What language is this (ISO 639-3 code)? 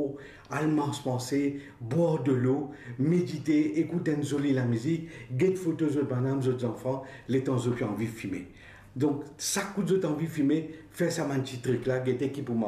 mfe